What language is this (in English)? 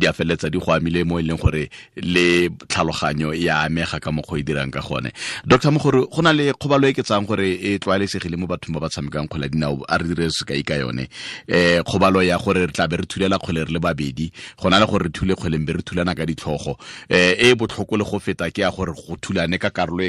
Tswana